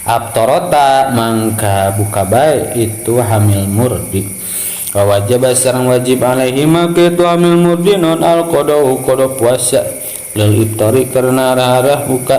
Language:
Sundanese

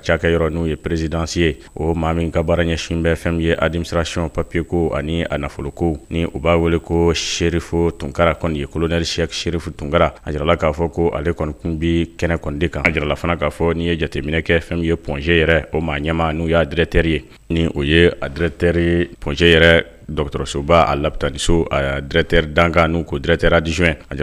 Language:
Bambara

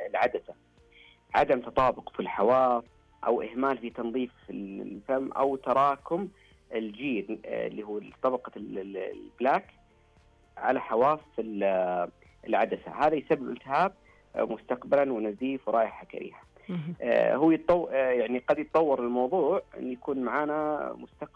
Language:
Najdi Arabic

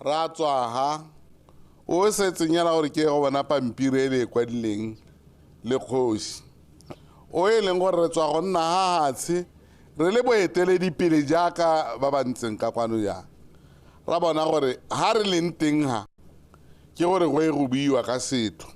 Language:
Tswana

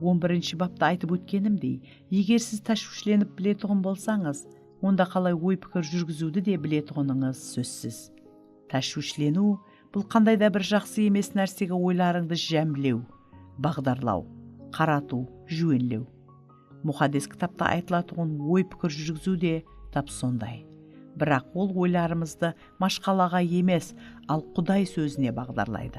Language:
Kara-Kalpak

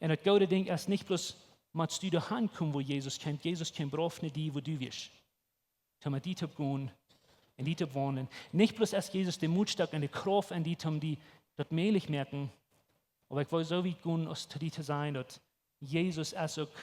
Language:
Plautdietsch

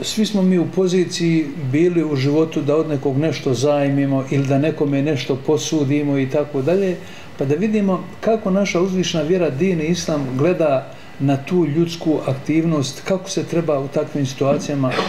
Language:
Bosnian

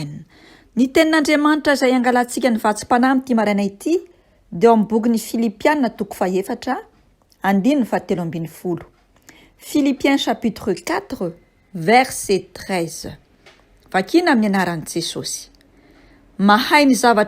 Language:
Malagasy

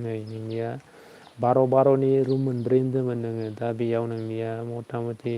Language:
Bodo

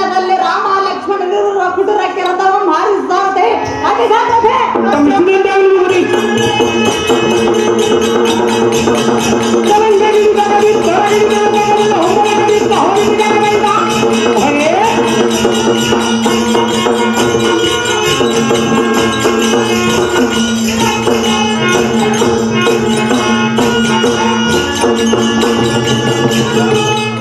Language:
Kannada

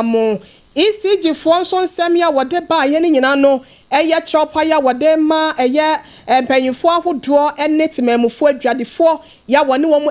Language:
Akan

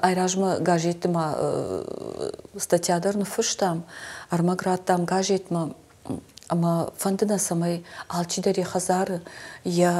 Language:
Ossetic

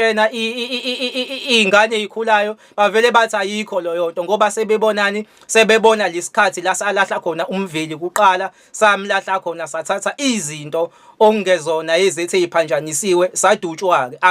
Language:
Zulu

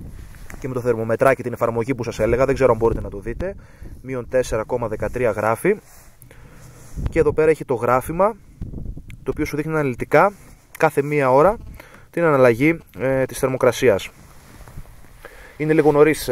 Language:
Greek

